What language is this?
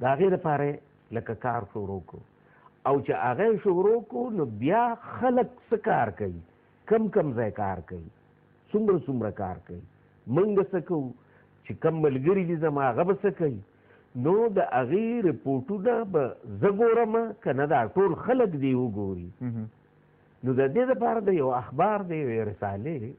Pashto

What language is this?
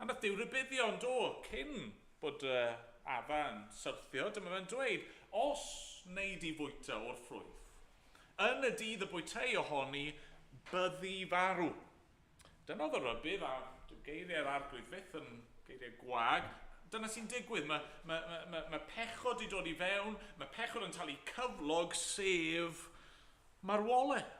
Welsh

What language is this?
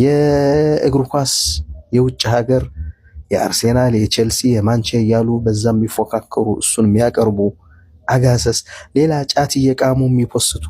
Amharic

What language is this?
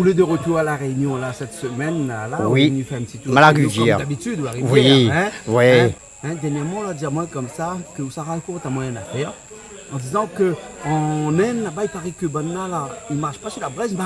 Réunion Creole French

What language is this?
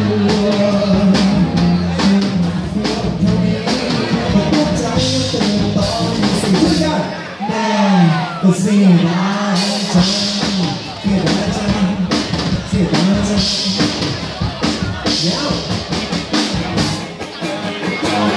Thai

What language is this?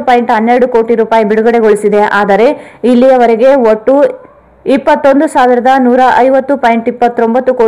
Kannada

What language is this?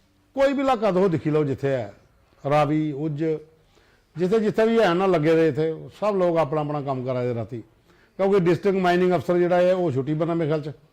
Dogri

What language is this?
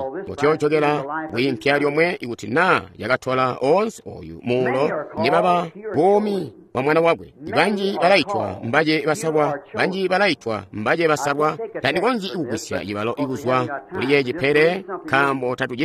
Tonga (Zambia)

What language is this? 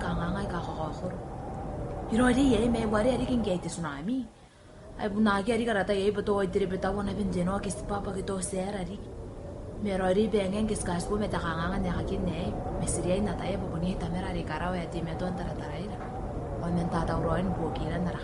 Gilbertese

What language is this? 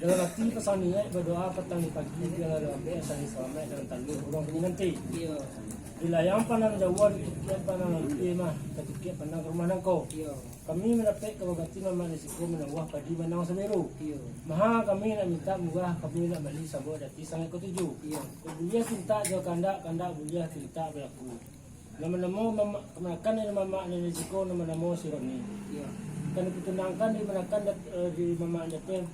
Minangkabau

